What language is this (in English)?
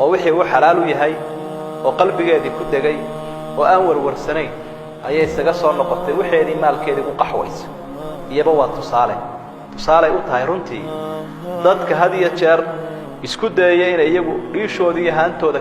Somali